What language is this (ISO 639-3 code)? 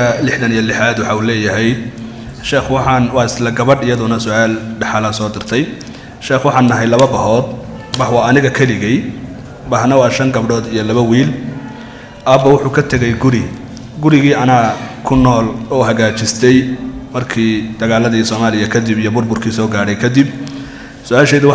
som